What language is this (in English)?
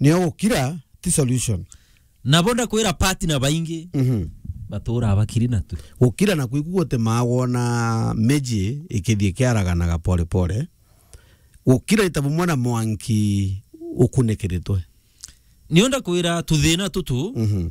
Meru